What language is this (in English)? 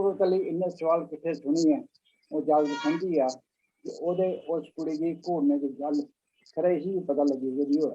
Dogri